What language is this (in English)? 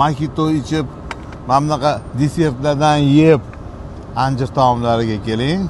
Uzbek